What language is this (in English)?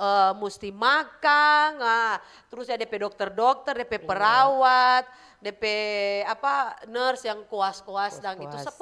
Manado Malay